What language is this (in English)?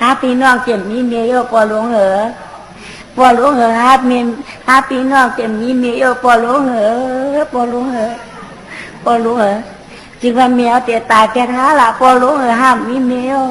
Shan